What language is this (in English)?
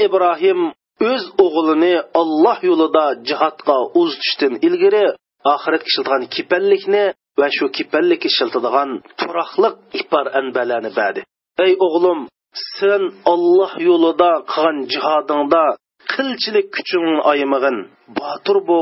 Uyghur